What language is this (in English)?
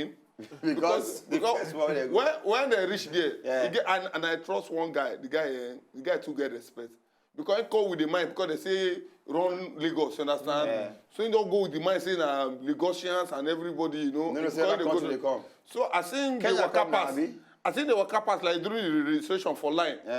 Nigerian Pidgin